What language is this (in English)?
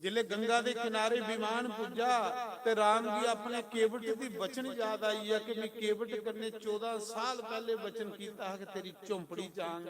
Dogri